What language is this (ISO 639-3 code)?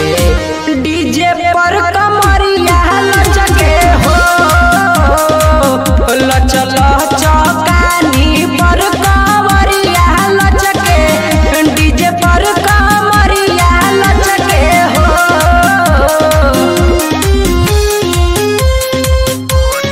bho